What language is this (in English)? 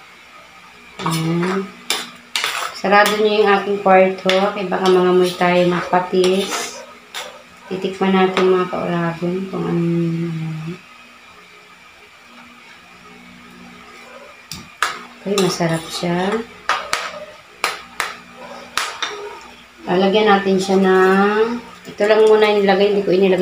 Filipino